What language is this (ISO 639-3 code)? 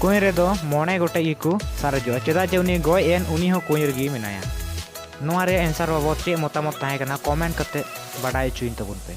sat